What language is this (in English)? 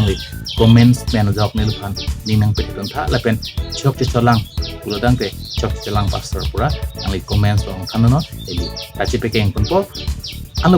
Karbi